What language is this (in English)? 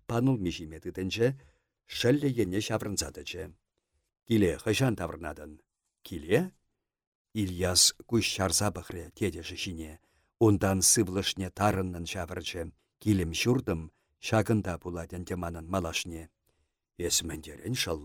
Chuvash